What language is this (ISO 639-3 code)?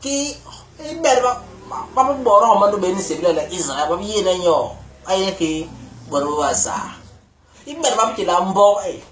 bas